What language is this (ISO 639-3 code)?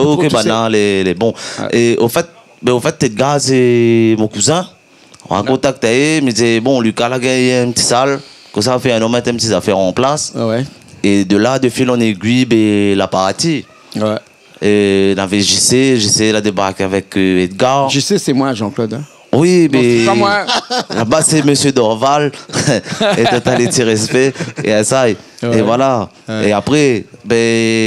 rcf